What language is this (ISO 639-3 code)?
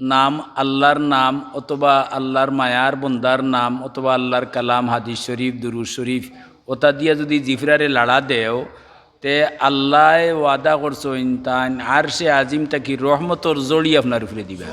syl